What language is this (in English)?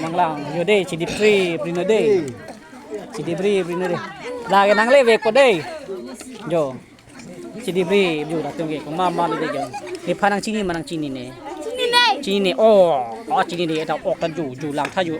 Karbi